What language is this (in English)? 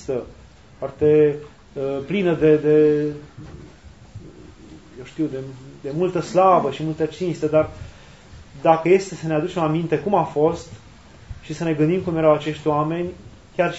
Romanian